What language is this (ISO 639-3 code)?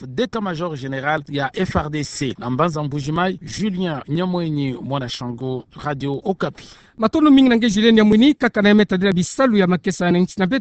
ktu